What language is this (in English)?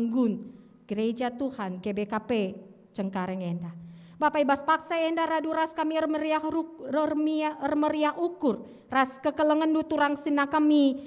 Batak Karo